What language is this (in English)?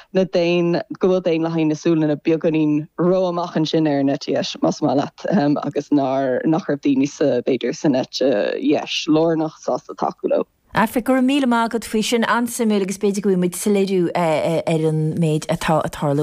Irish